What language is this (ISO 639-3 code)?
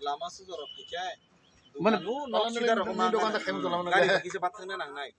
trp